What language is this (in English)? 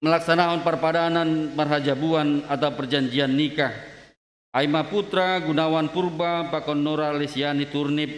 Batak Simalungun